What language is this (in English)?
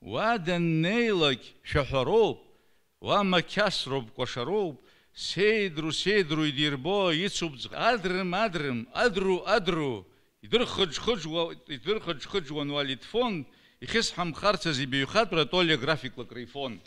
Abkhazian